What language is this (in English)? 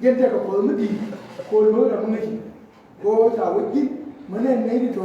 Nuer